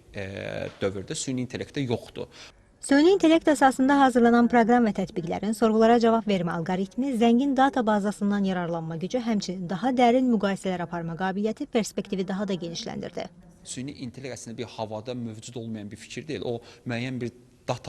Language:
Azerbaijani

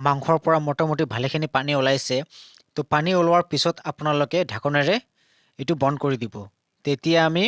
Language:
Assamese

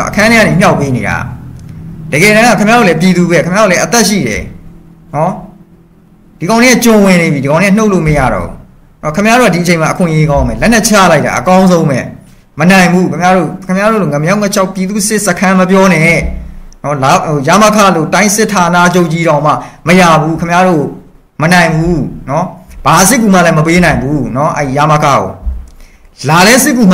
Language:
Burmese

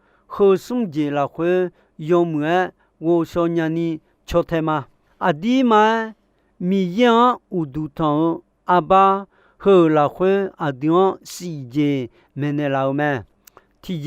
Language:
Akha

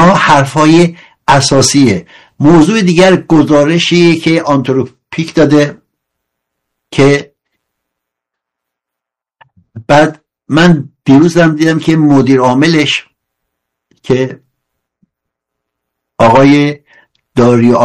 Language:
Persian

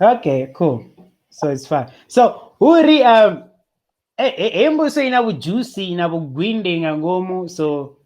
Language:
Venda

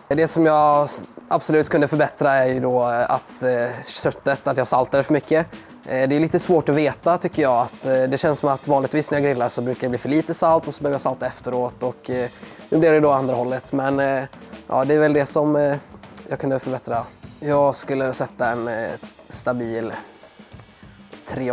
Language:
Swedish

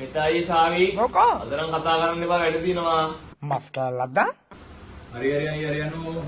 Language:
Sinhala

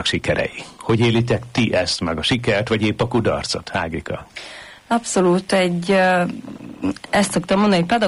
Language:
Hungarian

